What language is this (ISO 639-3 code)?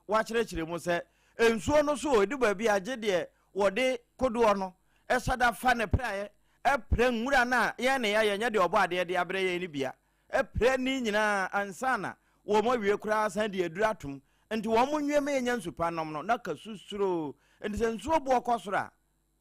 aka